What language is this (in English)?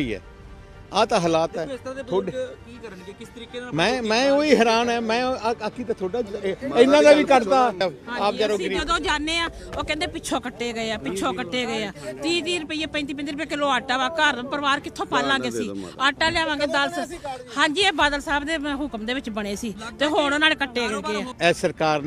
Punjabi